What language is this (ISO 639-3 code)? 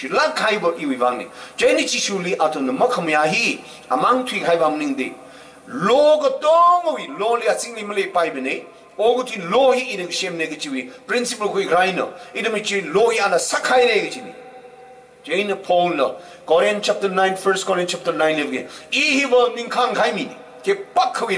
nmf